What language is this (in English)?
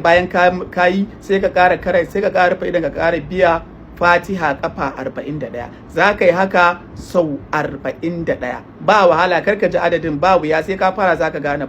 Hausa